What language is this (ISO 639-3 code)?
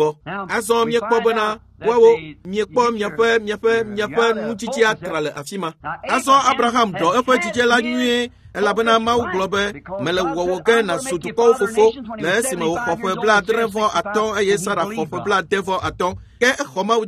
ewe